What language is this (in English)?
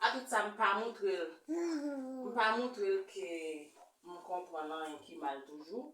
Haitian Creole